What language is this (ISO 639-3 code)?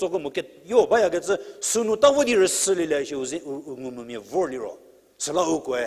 njm